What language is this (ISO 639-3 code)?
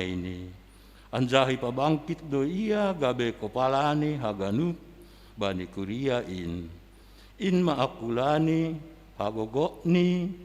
bts